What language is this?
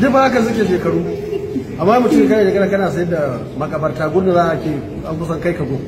Hausa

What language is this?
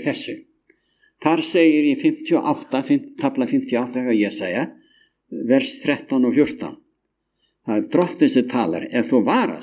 Icelandic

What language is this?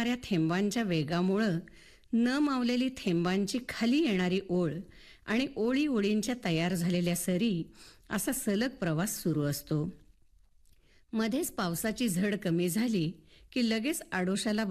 Marathi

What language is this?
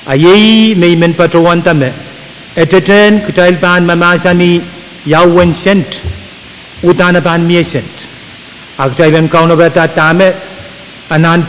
Pohnpeian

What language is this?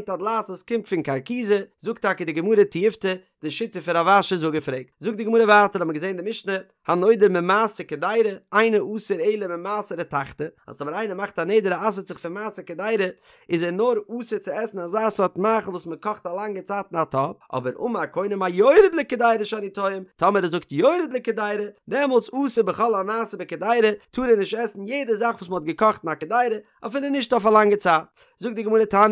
Yiddish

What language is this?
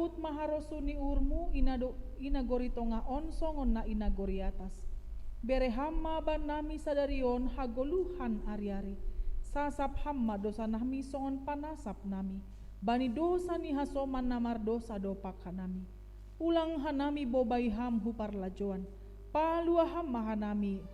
Batak Simalungun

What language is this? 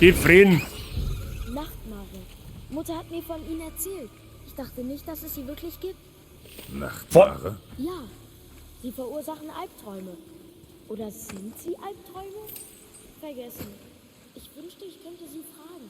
Bavarian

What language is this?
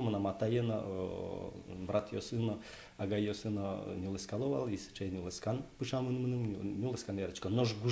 Udmurt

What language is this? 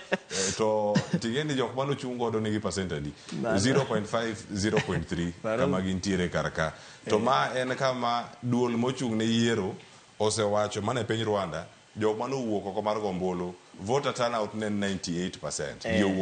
Luo (Kenya and Tanzania)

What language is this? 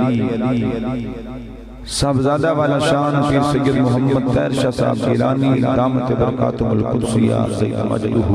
Urdu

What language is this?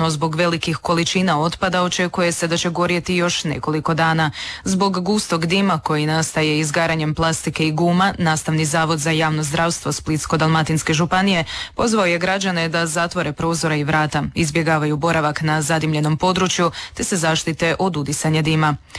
Croatian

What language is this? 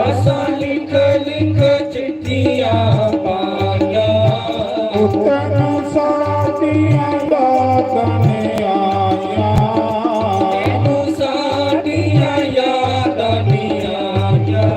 Dogri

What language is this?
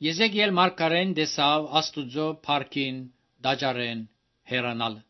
Armenian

